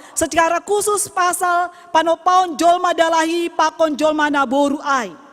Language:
Batak Simalungun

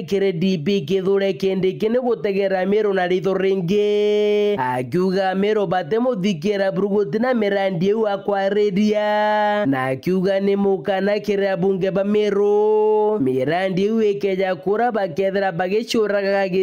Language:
Meru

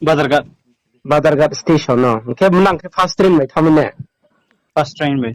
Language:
Riang (India)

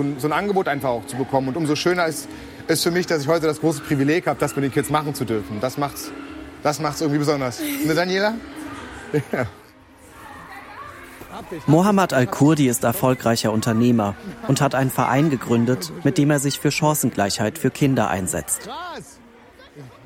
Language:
German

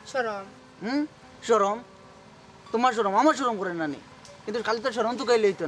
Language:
Sylheti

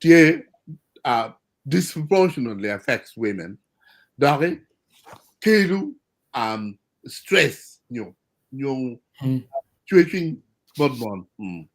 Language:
Acoli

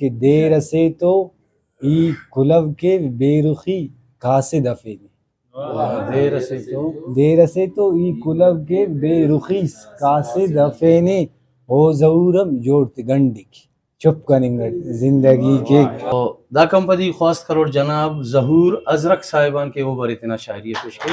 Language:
Brahui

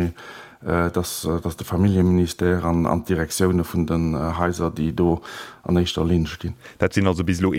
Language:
Luxembourgish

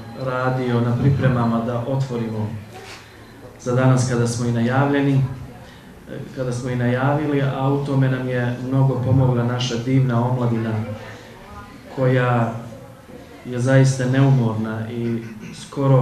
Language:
Bosnian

